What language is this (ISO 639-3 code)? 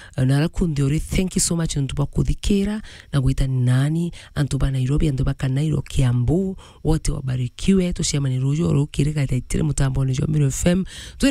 mer